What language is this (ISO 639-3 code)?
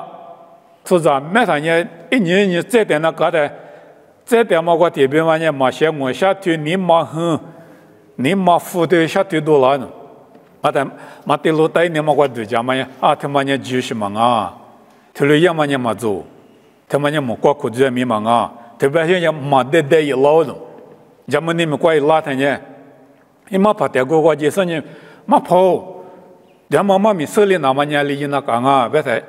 lis